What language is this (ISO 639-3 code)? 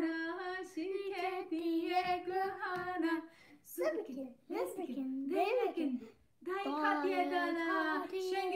kur